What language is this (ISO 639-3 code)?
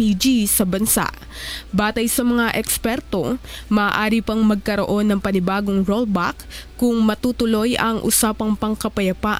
fil